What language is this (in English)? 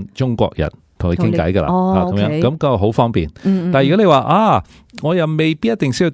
Cantonese